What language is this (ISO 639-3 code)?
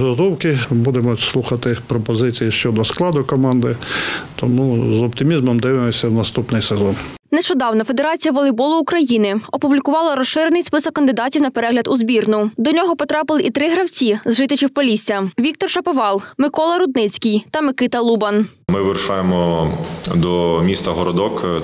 ukr